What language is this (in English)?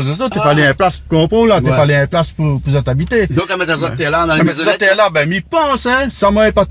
Réunion Creole French